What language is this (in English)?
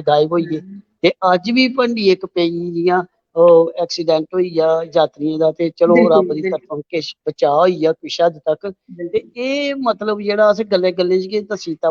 Dogri